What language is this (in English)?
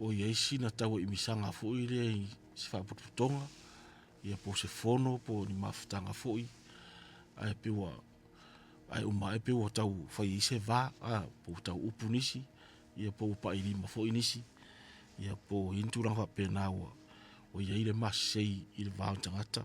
Samoan